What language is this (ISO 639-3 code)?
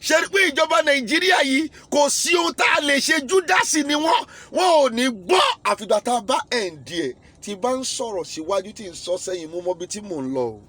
yor